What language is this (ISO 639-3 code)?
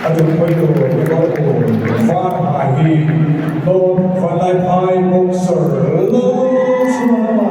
lus